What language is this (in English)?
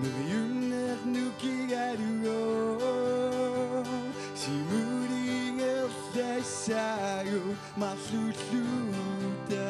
Kalaallisut